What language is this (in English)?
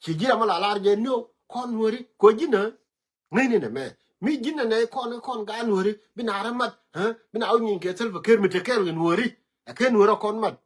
Nuer